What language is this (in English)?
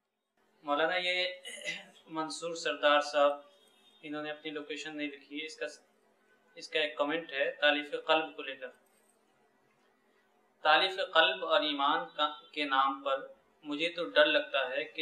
Urdu